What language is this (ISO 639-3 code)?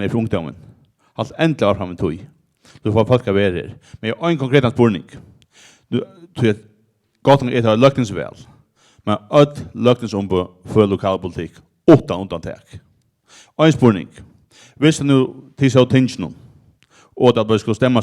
fao